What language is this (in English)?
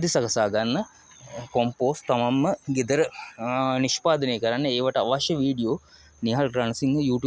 Sinhala